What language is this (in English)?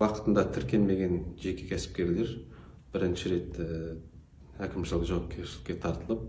Kazakh